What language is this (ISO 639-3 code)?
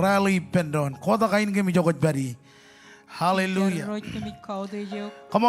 mah